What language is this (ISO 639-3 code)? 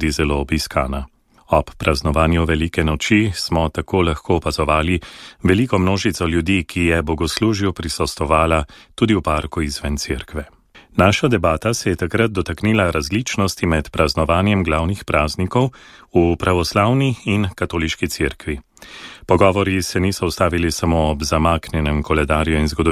slv